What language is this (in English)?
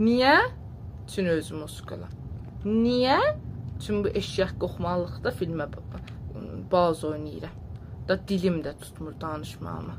South Azerbaijani